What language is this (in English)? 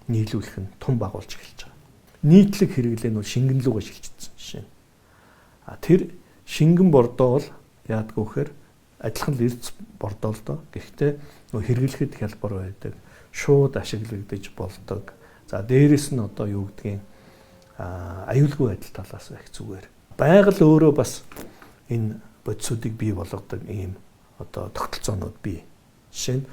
Mongolian